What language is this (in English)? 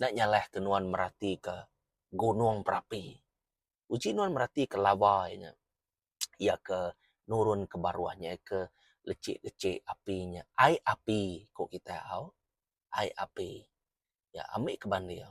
Iban